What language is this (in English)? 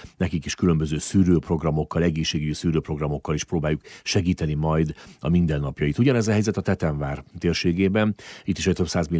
Hungarian